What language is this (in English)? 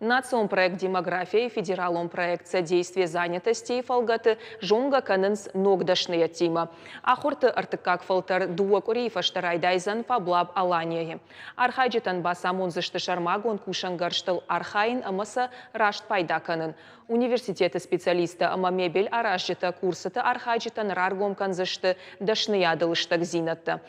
Ossetic